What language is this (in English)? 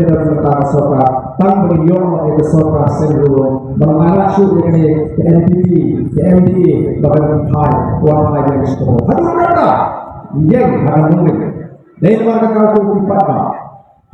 Khasi